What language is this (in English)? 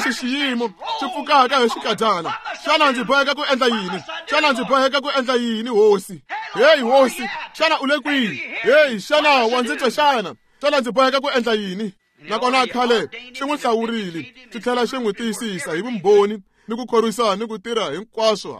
Tsonga